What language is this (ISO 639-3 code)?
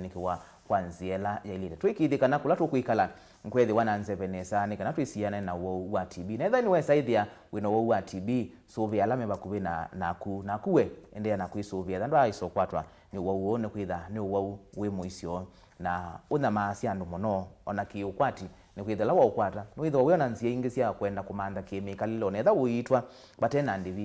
kam